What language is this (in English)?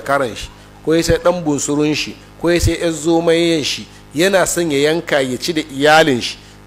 Hausa